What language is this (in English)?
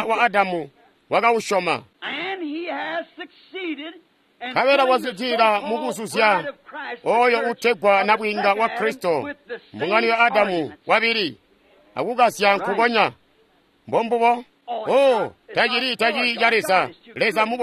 Tonga (Zambia)